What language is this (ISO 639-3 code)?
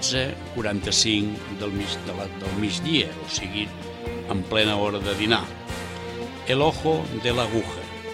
cat